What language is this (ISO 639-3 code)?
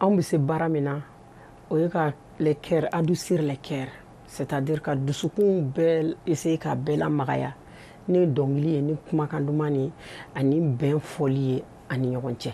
bam